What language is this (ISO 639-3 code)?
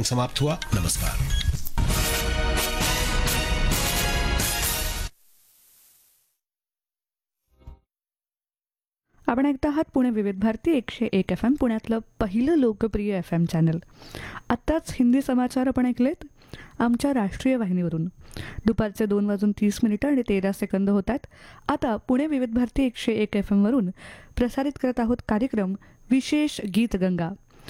mar